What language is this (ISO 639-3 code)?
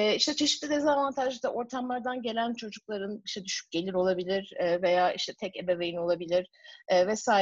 tur